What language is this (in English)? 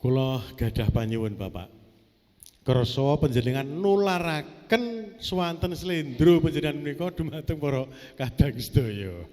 Javanese